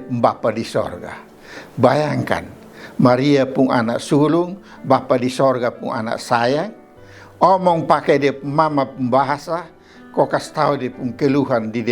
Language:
Kupang Malay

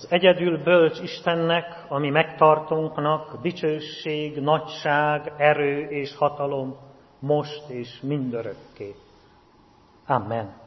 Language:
Hungarian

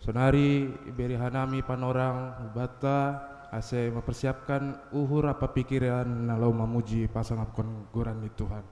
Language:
Batak Simalungun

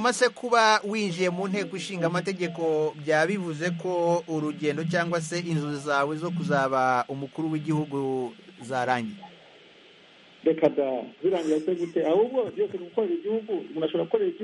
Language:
Kinyarwanda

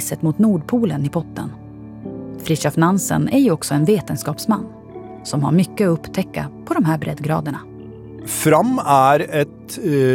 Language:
Swedish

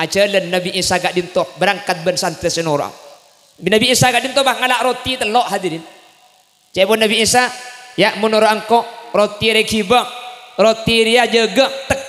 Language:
Madurese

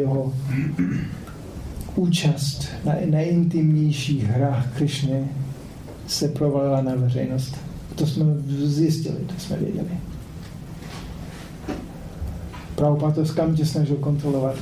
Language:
Czech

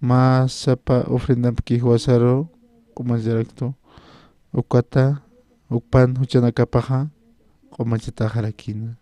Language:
Aymara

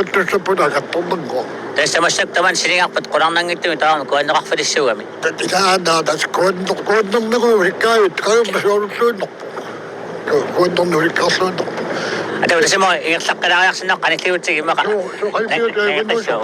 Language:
Kalaallisut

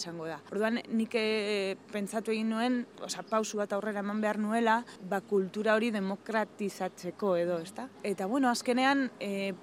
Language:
Basque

